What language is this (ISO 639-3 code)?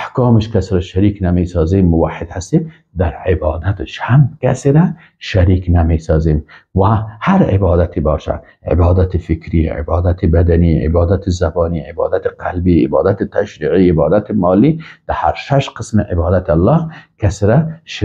fas